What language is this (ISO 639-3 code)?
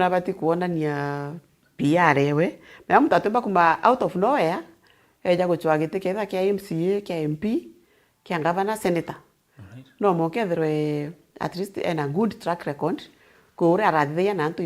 mer